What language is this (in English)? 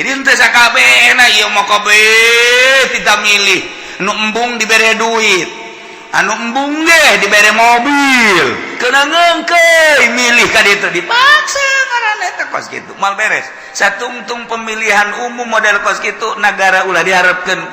Sundanese